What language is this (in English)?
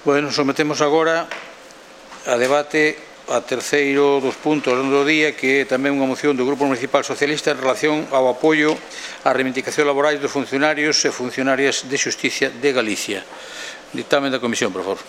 Galician